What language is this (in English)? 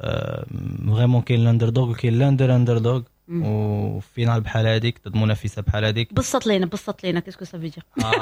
Moroccan Arabic